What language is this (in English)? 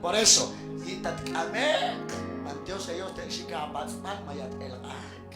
Kekchí